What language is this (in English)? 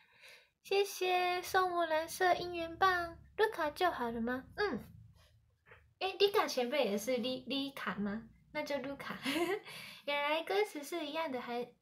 Chinese